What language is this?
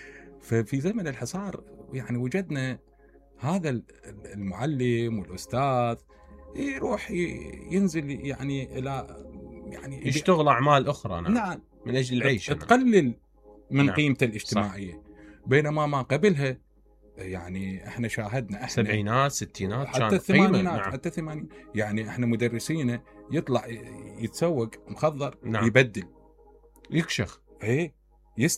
Mesopotamian Arabic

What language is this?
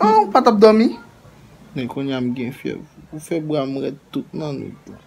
Haitian Creole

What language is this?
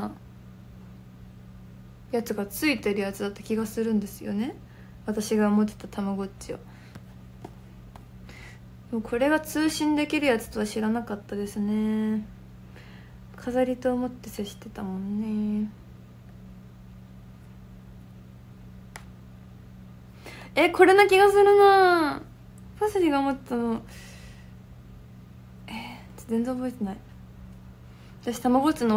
Japanese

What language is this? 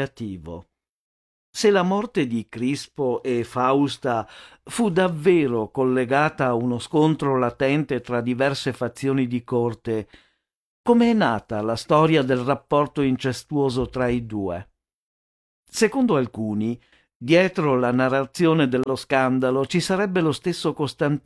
Italian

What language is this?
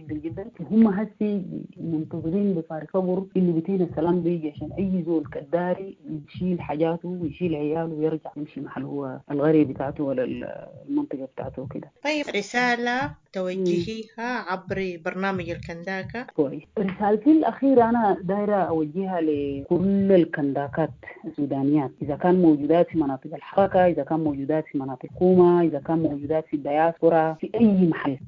Sudanese Arabic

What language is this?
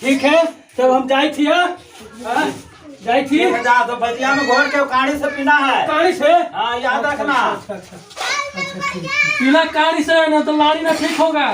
Magahi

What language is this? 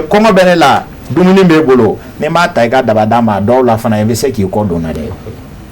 Bambara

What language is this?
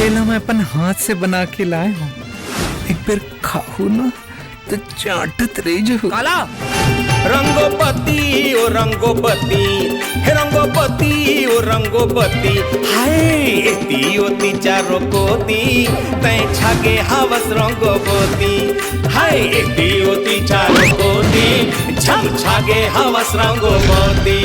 Chhattisgarhi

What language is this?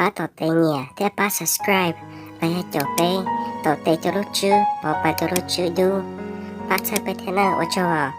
Hmong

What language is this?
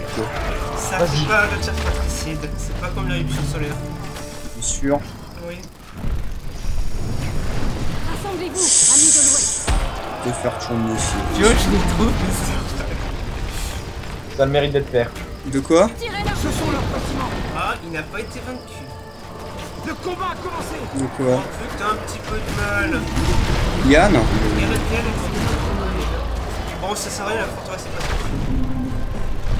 French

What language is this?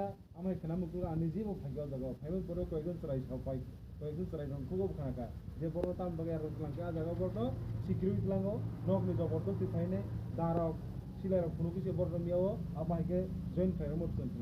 Kok Borok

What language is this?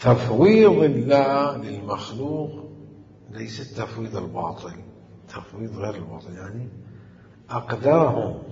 Mesopotamian Arabic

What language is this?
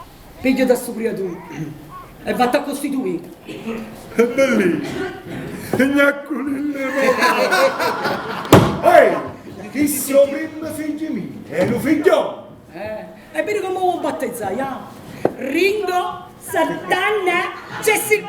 Neapolitan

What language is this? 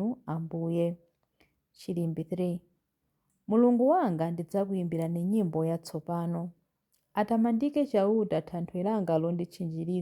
Nyanja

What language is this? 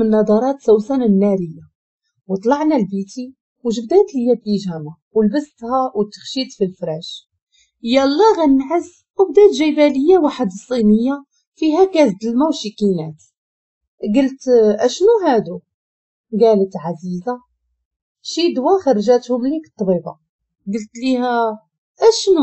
Moroccan Arabic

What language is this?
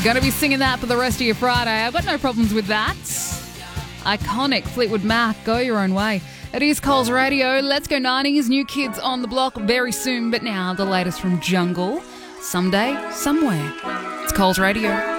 English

